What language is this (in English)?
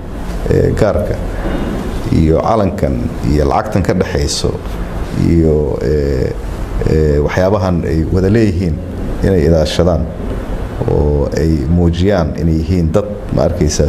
Somali